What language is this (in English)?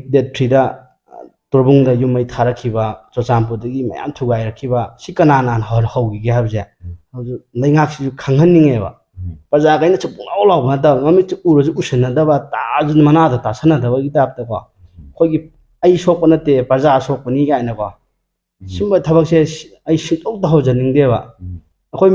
Manipuri